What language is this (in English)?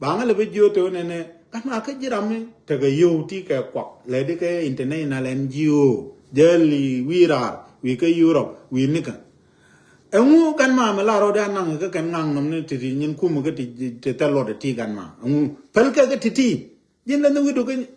Nuer